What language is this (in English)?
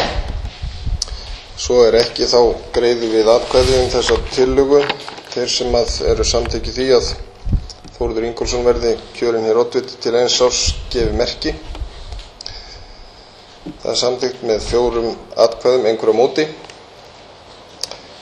Icelandic